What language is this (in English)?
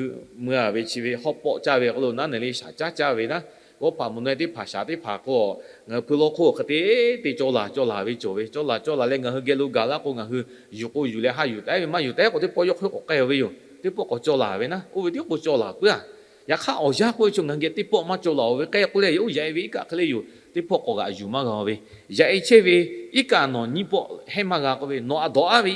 Lahu